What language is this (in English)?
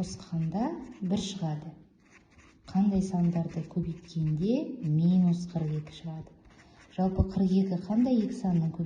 Kazakh